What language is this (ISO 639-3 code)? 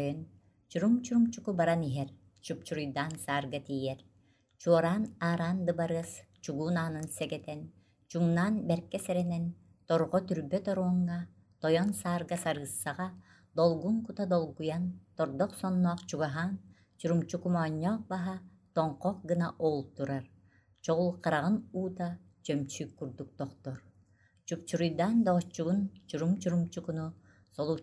sah